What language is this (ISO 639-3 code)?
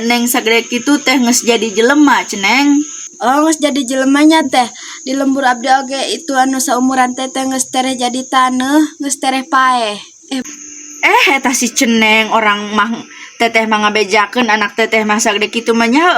sun